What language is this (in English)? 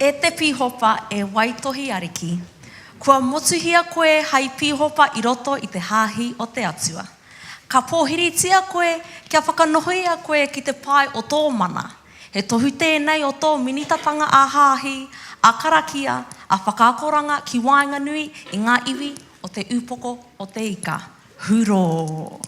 Māori